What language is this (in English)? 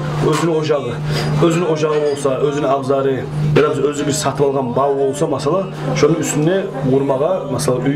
Kumyk